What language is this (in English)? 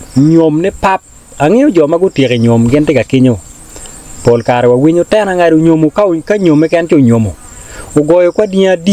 Acoli